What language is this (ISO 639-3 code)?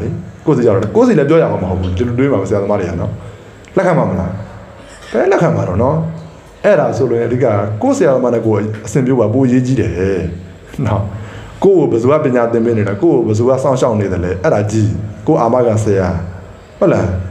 mya